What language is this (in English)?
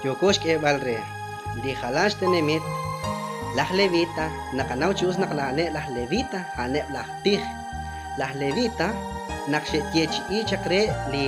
Kekchí